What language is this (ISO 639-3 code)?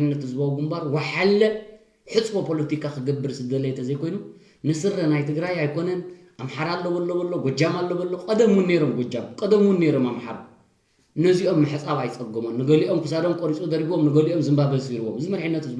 tir